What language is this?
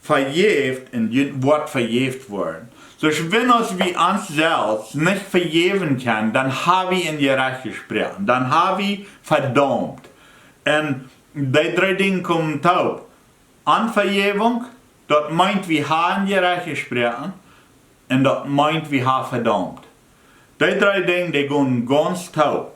Plautdietsch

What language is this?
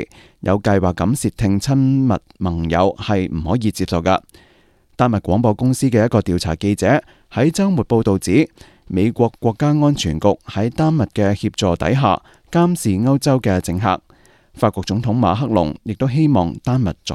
Cantonese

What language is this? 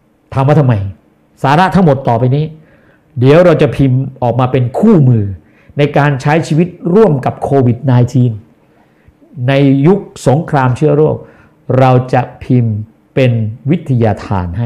Thai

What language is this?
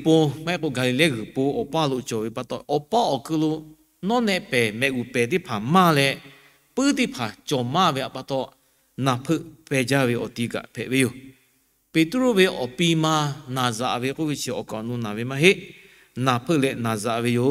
Lahu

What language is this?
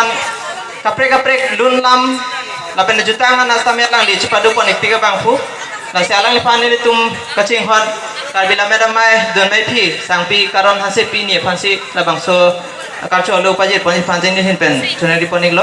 Karbi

